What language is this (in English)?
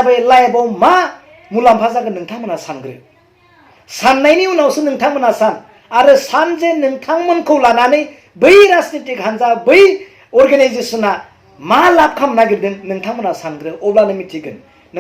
Bodo